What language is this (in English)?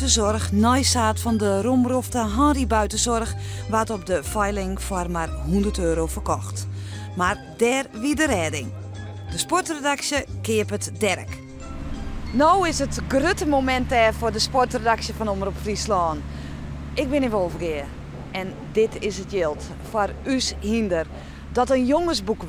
Western Frisian